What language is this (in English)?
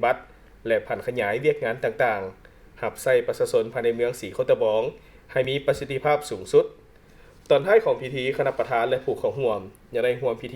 Lao